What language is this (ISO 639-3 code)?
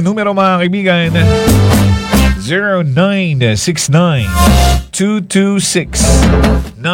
fil